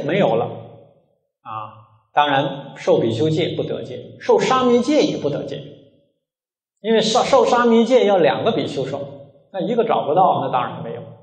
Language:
Chinese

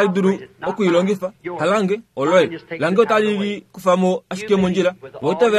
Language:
Kuanyama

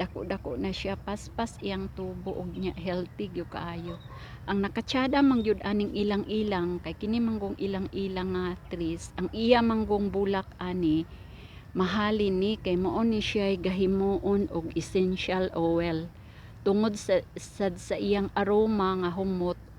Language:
Cebuano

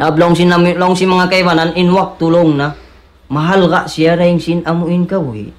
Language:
Tausug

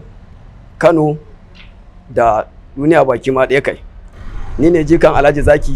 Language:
Hausa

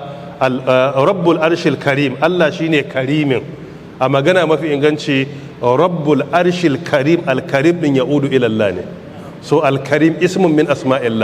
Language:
Hausa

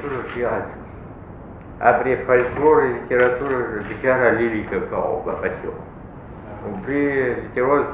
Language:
Abkhazian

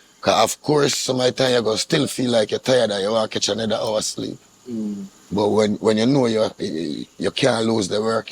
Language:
Jamaican Creole English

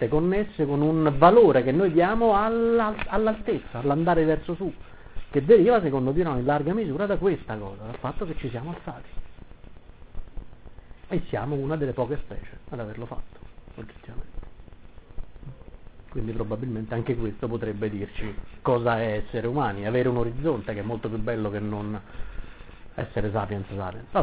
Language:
Italian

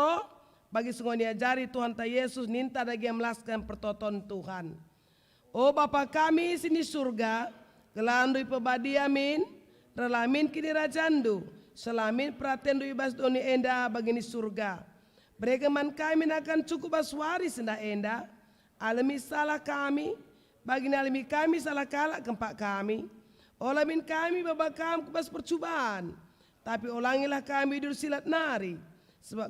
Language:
Batak Karo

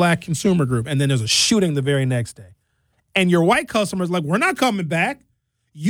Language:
English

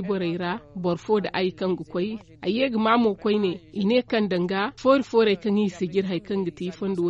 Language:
Zarma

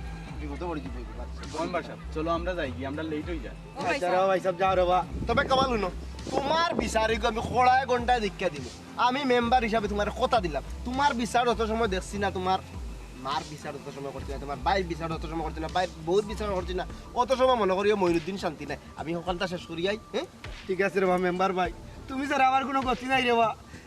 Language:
Sylheti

